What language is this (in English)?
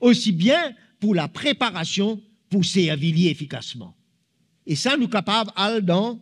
Morisyen